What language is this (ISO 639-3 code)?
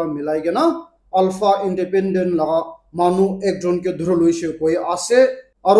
nag